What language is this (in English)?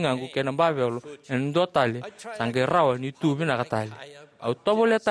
Fijian